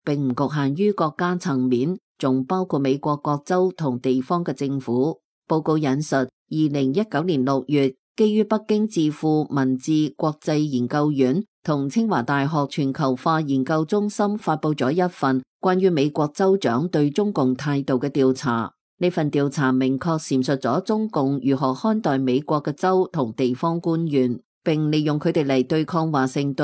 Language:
Cantonese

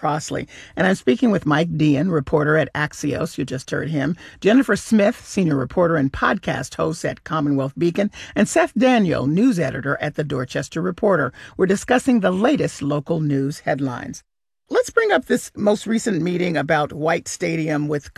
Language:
English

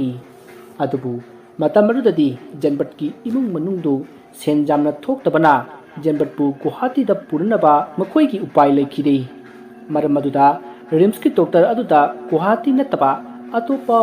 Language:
Manipuri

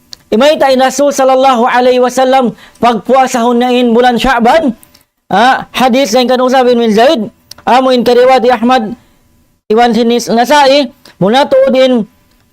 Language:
Tausug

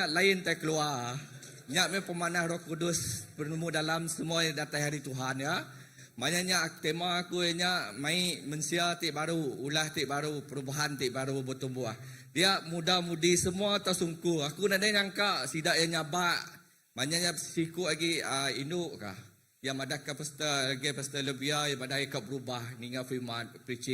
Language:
Iban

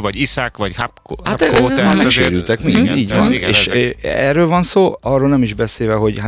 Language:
Hungarian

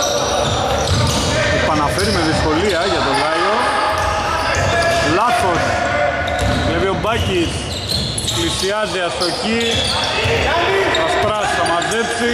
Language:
Greek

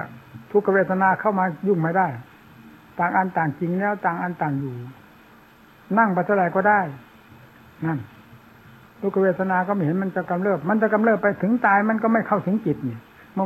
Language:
Thai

